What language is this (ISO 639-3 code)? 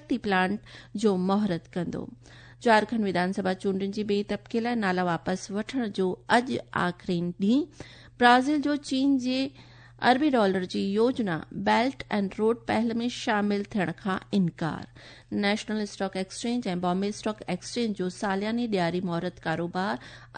snd